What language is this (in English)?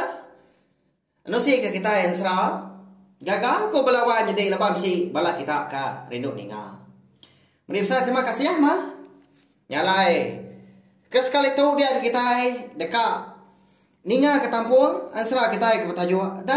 Iban